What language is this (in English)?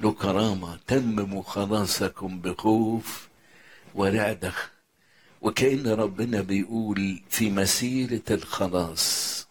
Egyptian Arabic